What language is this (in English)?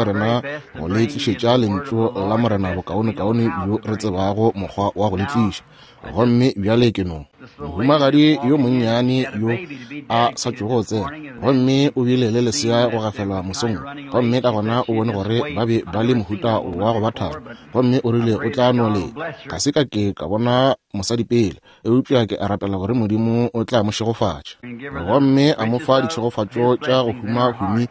Northern Sotho